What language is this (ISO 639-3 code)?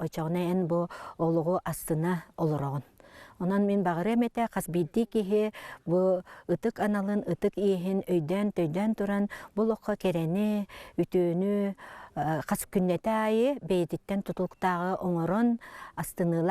sah